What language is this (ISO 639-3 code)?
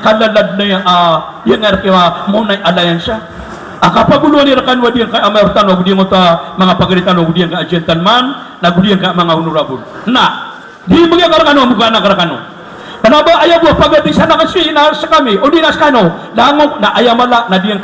mrw